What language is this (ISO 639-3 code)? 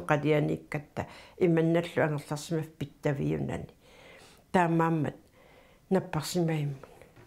kal